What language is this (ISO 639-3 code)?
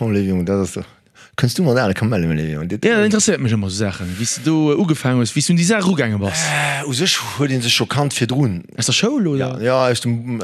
ltz